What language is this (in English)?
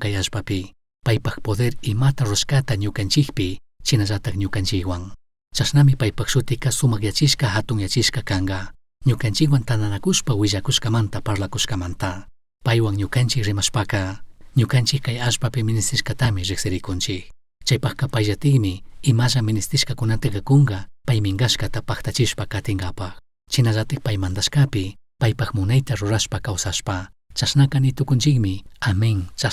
Chimborazo Highland Quichua